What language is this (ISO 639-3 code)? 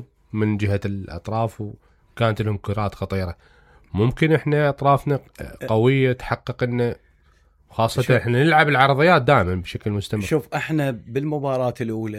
acm